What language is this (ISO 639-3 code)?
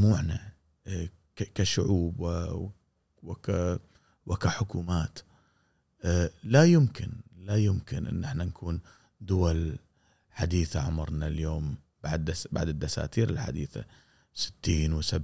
afb